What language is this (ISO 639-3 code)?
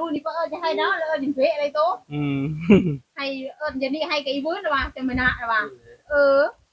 tts